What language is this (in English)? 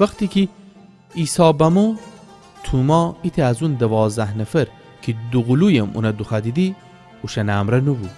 Gilaki